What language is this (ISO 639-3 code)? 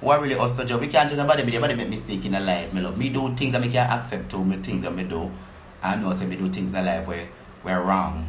jam